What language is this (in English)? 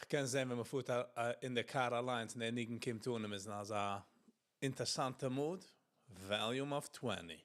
Yiddish